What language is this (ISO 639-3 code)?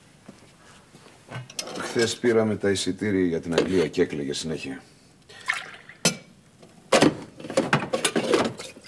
ell